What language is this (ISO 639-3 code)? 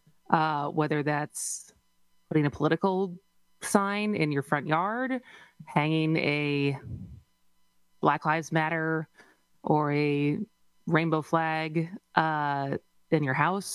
eng